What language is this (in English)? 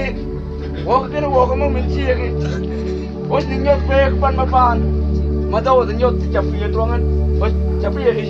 Mabaan